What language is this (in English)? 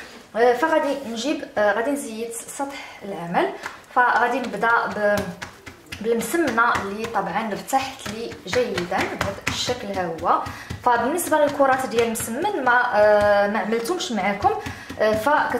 Moroccan Arabic